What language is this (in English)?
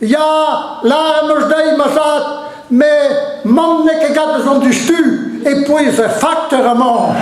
Breton